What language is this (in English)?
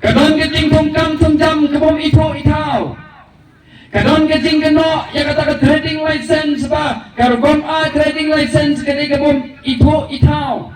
Khasi